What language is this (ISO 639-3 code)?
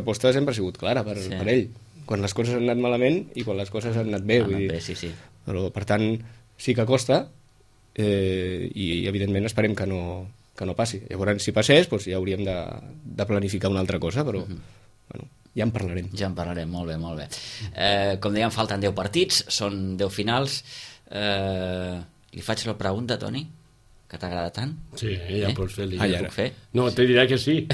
cat